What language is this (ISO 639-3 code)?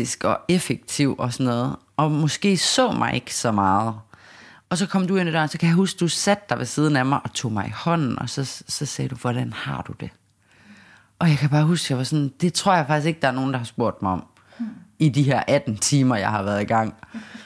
dan